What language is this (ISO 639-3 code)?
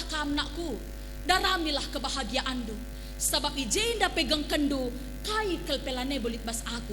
btx